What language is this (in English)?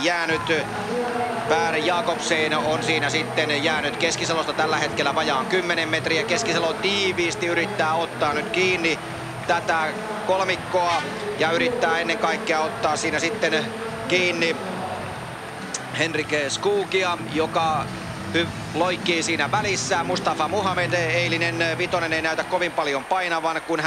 Finnish